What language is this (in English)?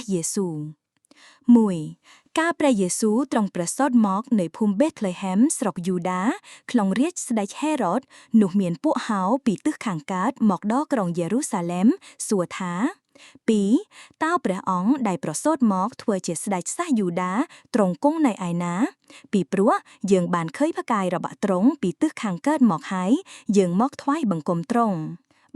Khmer